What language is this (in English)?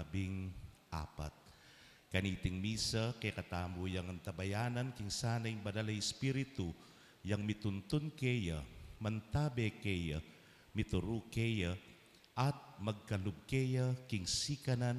Pampanga